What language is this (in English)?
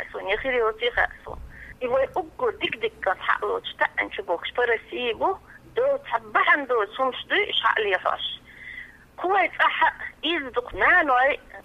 Chechen